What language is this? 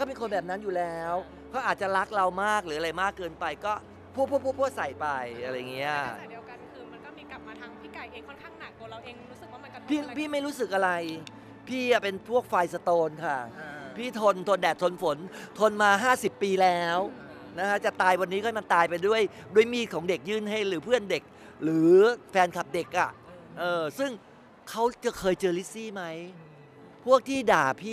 Thai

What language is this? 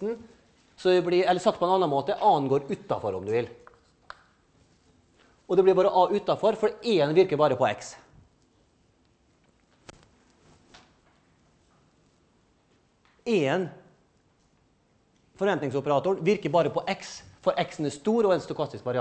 Norwegian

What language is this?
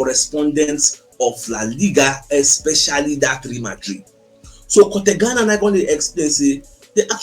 Nigerian Pidgin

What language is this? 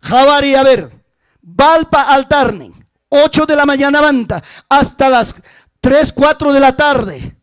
Ayacucho Quechua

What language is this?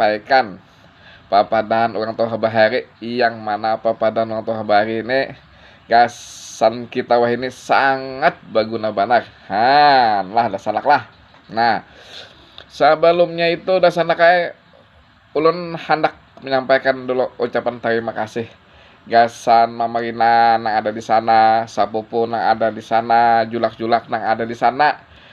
Banjar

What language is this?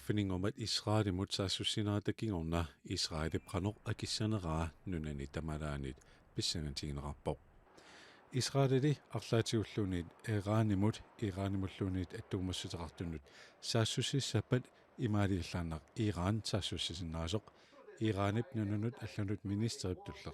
Kalaallisut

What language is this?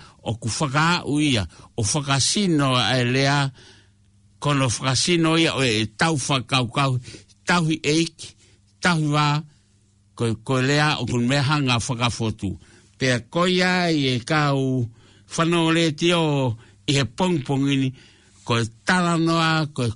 Tongan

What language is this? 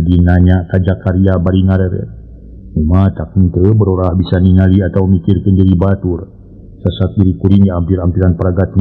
Sundanese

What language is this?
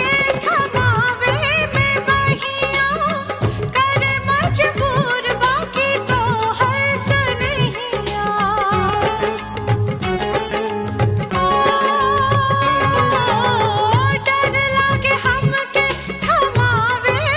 Bhojpuri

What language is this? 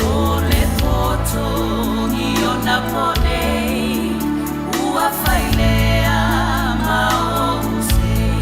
Samoan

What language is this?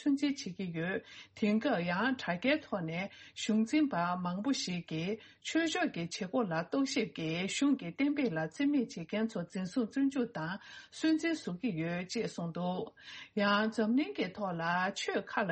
Tibetan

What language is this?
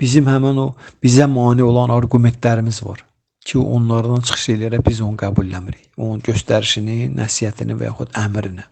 Azerbaijani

